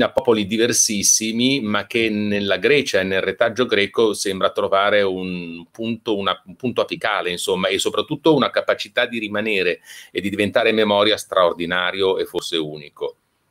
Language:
Italian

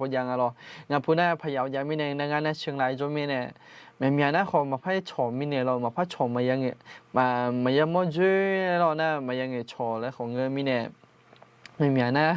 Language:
Akha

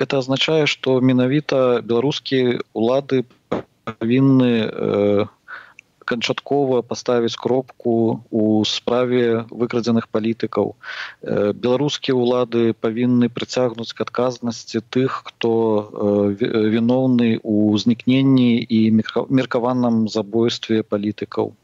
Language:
Belarusian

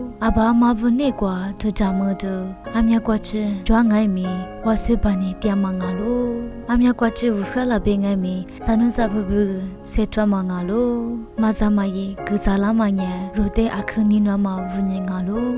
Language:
Lisu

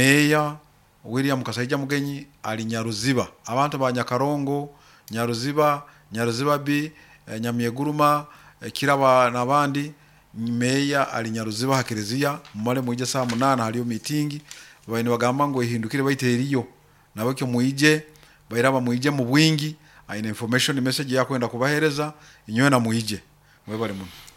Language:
Nyoro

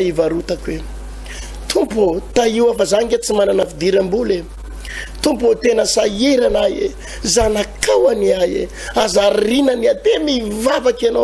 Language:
Malagasy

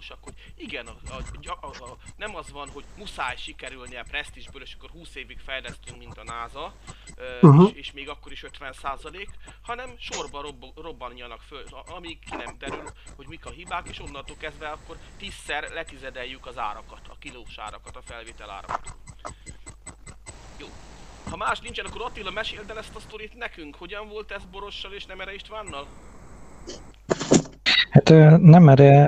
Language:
Hungarian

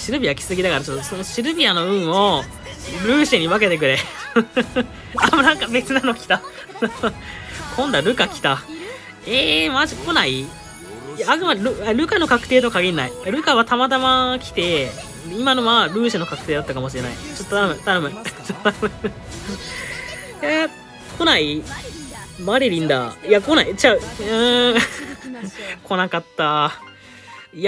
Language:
Japanese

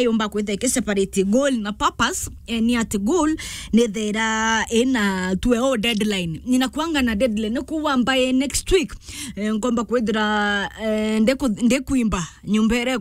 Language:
Meru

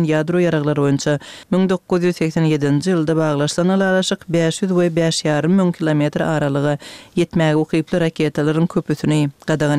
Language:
Kyrgyz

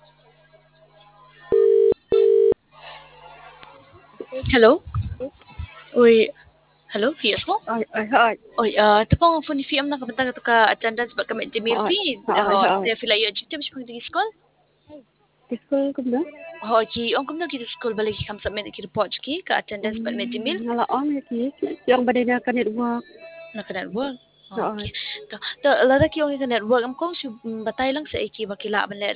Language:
Khasi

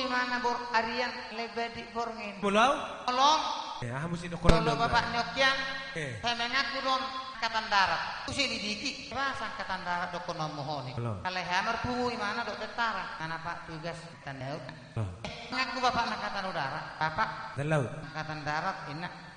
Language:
Batak Toba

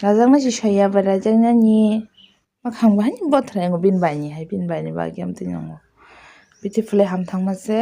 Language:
Kok Borok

